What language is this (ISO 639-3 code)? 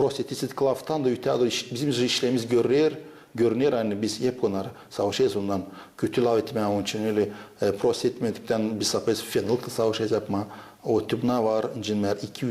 gag